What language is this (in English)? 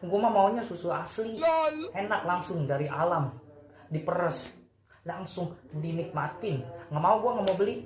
Betawi